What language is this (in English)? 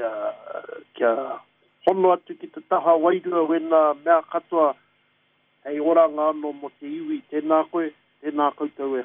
Māori